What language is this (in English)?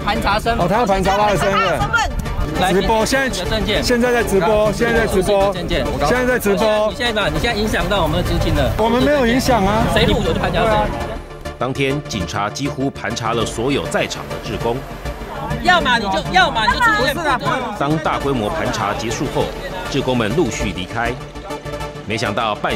Chinese